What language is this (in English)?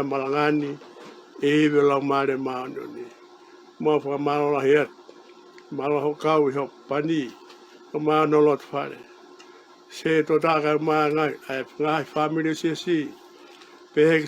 Tongan